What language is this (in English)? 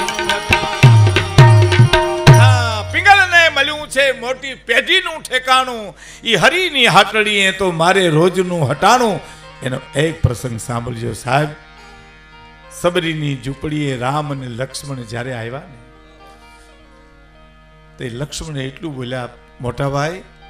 Gujarati